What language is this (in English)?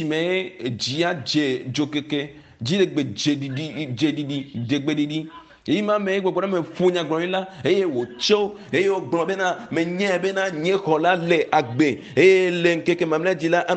Ewe